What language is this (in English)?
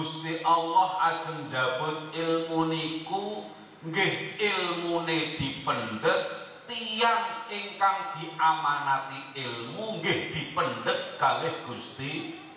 Javanese